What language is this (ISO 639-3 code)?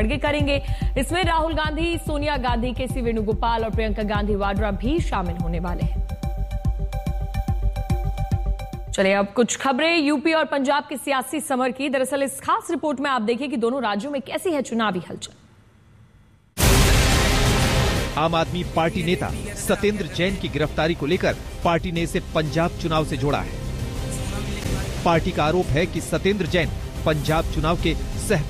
hin